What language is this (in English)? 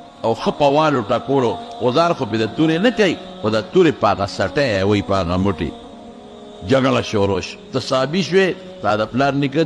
Pashto